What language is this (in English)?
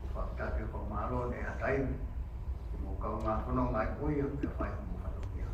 Tongan